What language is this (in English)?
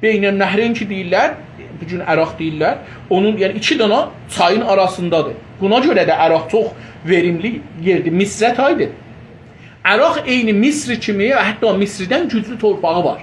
South Azerbaijani